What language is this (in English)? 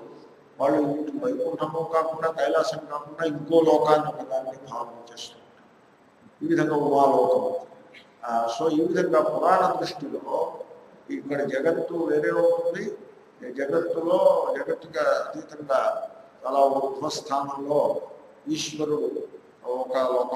Telugu